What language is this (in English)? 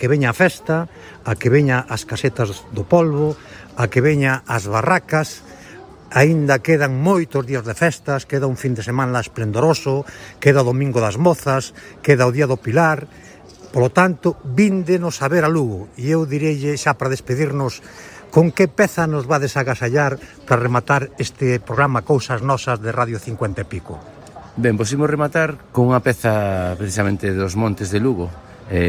Galician